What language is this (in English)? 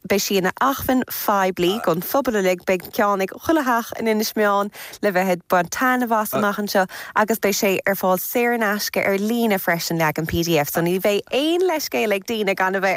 Irish